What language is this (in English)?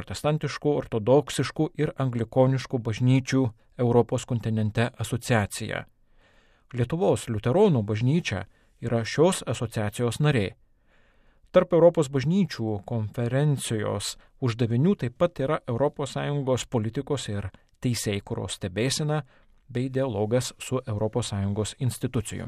Lithuanian